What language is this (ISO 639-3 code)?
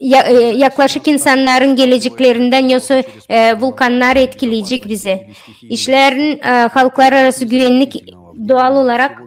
gag